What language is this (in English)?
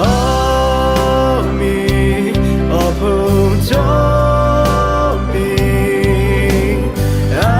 Lahu